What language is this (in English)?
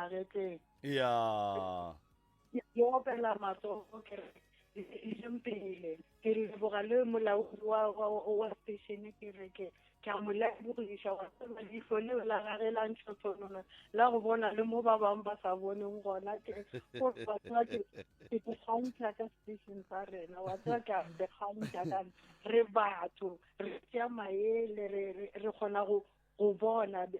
Northern Sotho